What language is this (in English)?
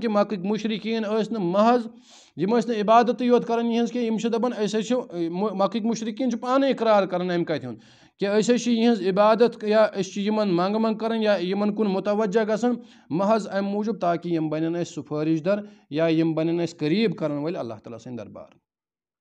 Kashmiri